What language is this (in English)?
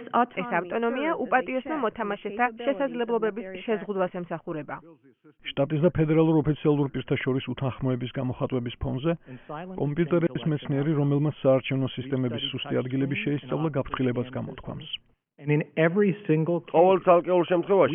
Georgian